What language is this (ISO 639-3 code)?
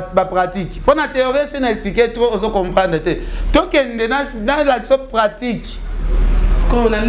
lin